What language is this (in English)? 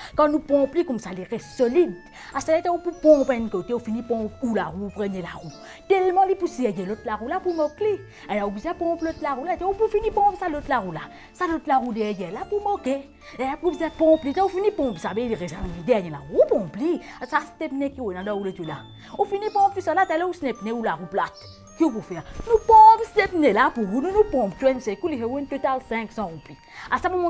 Morisyen